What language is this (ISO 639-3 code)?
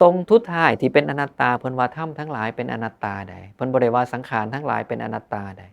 tts